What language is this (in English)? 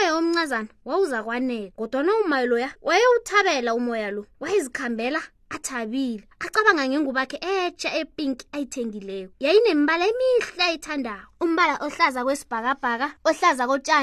South Ndebele